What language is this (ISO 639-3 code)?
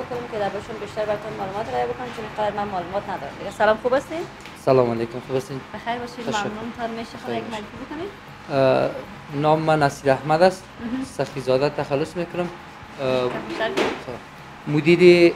fas